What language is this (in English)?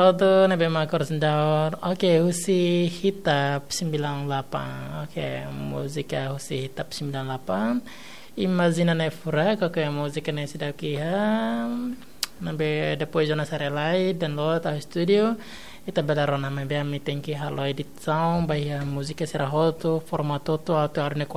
Tetum